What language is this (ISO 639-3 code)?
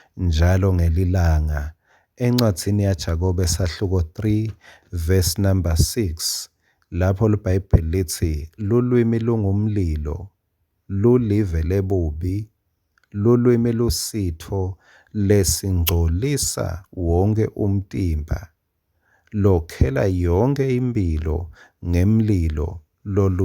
ssw